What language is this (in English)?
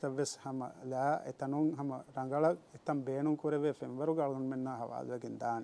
Divehi